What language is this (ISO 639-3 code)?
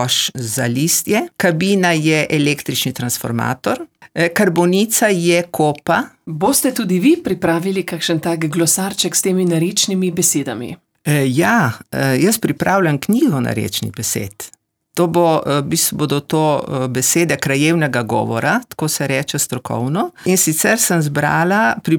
slv